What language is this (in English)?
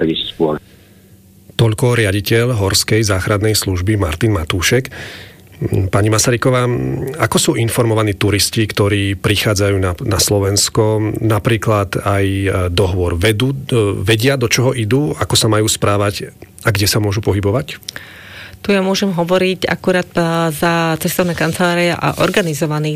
Slovak